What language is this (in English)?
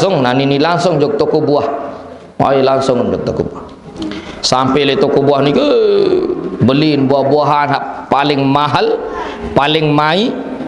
Sasak